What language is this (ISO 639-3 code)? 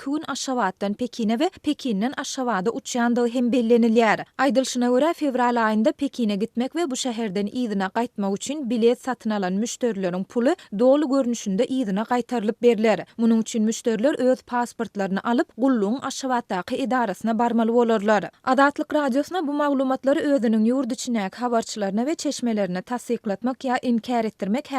tuk